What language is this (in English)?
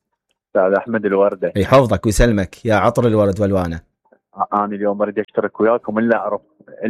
Mesopotamian Arabic